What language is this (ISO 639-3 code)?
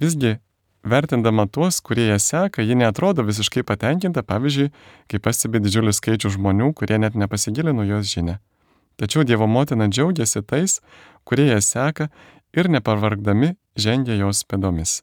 lit